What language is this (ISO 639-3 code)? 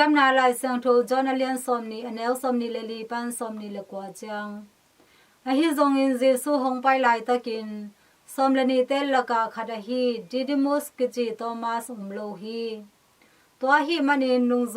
ctd